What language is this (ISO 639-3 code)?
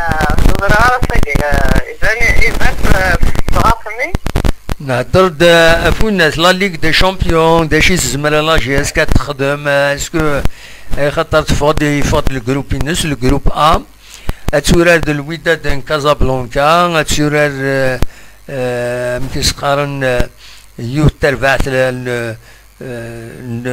kab